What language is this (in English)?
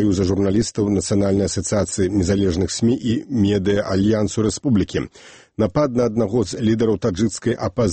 Belarusian